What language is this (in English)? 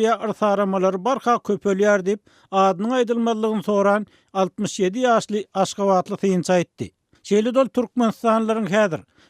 Turkmen